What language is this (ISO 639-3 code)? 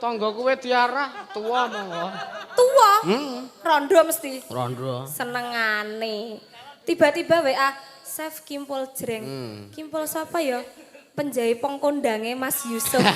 jav